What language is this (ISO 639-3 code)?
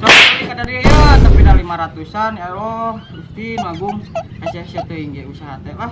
sun